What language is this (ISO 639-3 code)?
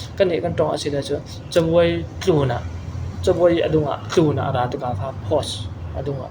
cfm